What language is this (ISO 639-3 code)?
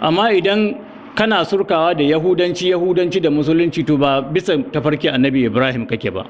hau